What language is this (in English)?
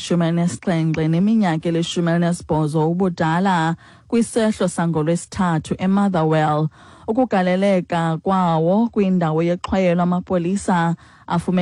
Xhosa